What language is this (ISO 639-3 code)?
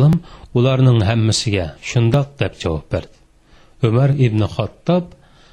uig